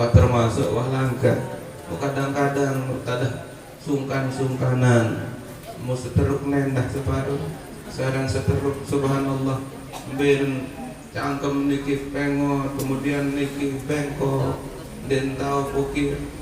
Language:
Sasak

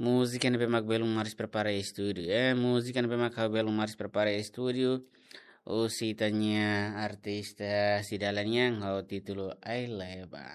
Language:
Tetum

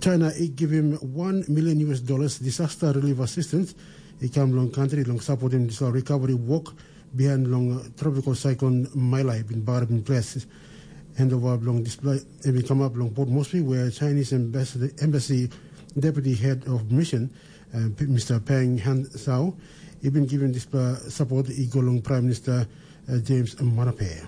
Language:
Tok Pisin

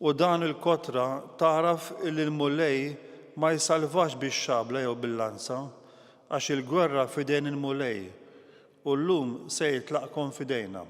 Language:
Maltese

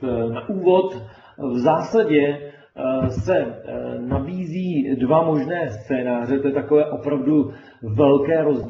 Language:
Czech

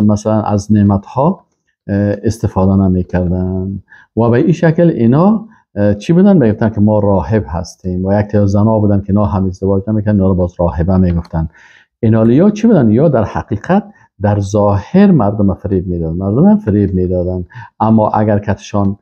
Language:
Persian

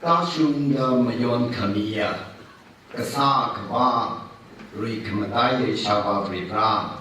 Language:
Tangkhul Naga (India)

